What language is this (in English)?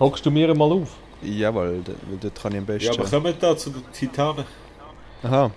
Swiss German